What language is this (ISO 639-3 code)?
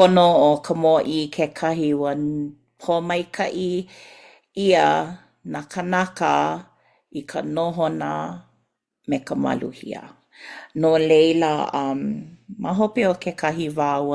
haw